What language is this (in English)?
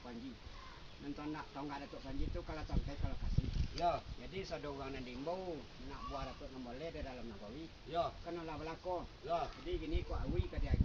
Minangkabau